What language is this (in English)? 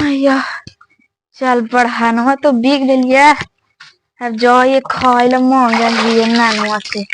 Magahi